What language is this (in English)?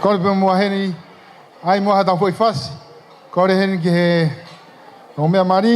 Tongan